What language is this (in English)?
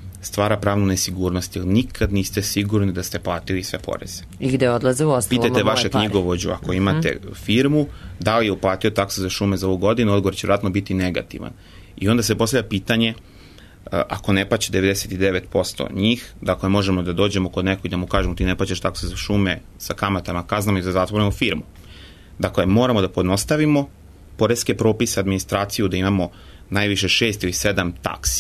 Serbian